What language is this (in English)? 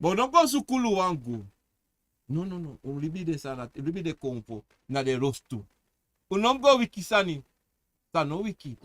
Sranan Tongo